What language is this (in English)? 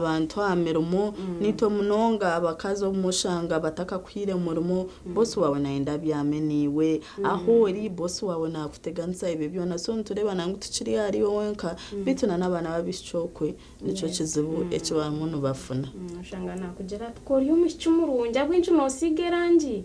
Nyankole